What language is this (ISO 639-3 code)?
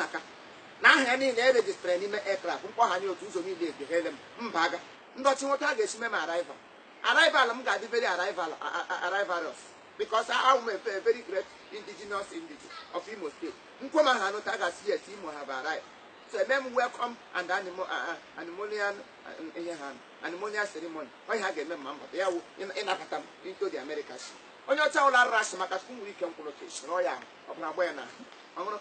ibo